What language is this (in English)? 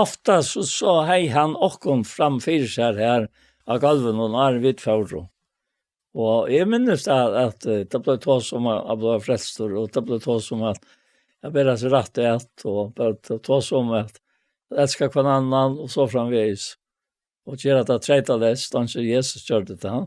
Faroese